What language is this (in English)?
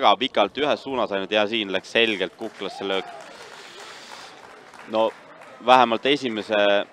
Estonian